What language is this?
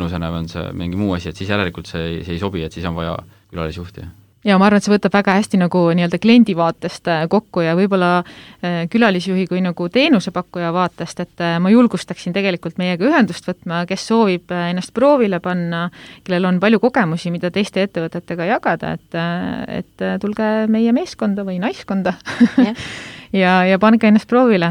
Estonian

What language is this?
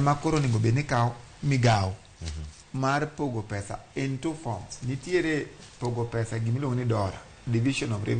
Luo (Kenya and Tanzania)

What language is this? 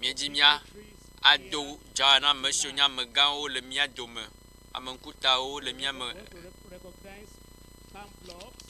Ewe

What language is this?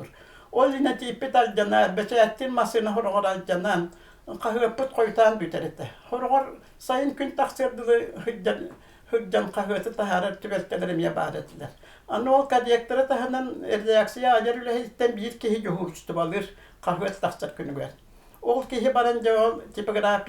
Yakut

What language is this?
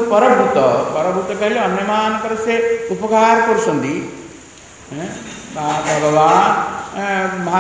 Odia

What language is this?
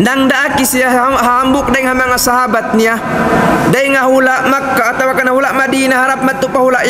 Tausug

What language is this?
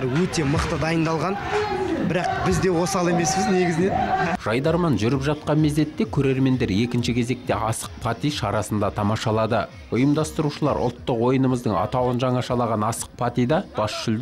Kazakh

